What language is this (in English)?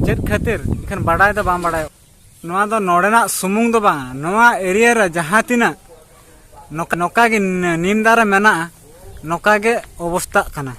Santali